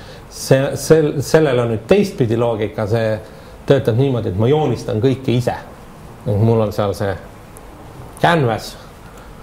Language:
Estonian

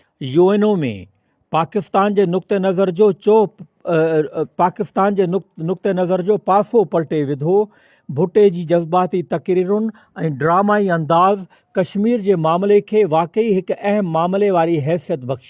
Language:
Sindhi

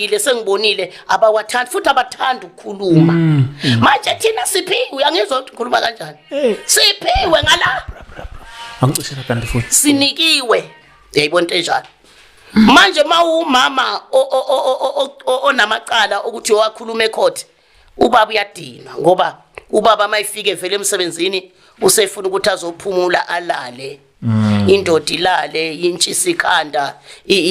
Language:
Zulu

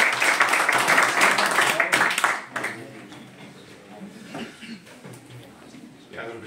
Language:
Greek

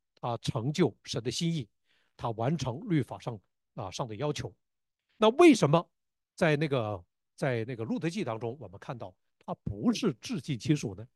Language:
Chinese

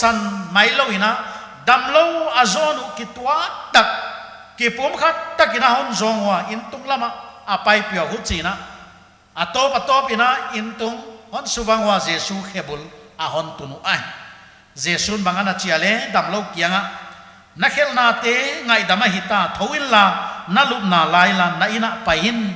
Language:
Paite Chin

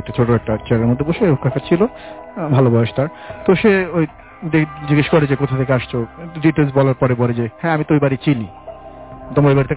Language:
Bangla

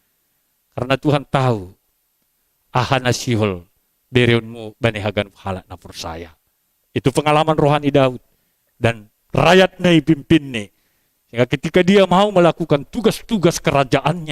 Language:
Batak Simalungun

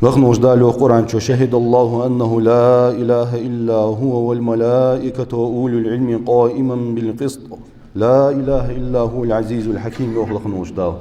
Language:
Ingush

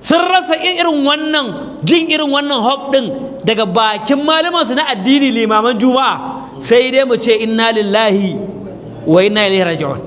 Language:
Hausa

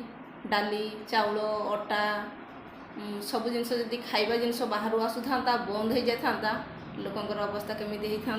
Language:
Odia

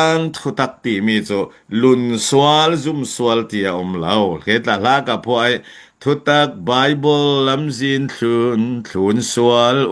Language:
Falam Chin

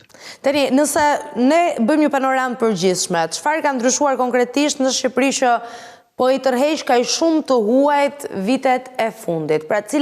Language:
Albanian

